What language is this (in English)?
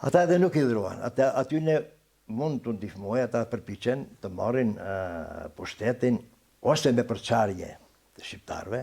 Albanian